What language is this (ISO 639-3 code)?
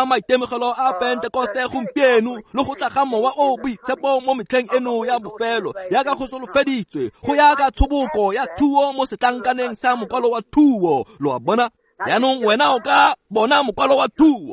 tsn